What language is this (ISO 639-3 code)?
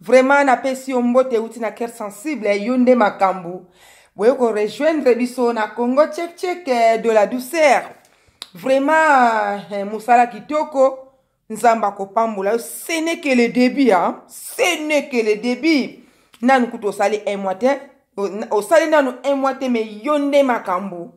lin